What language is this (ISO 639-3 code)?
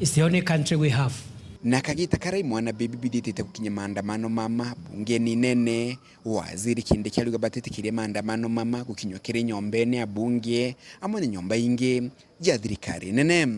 mer